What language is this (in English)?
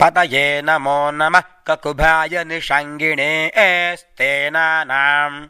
Sanskrit